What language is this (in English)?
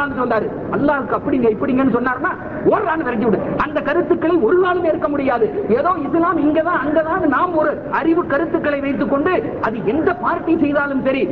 Tamil